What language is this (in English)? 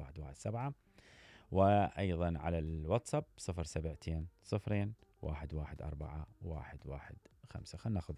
Mesopotamian Arabic